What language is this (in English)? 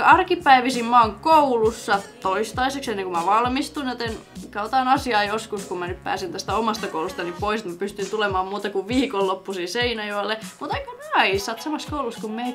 Finnish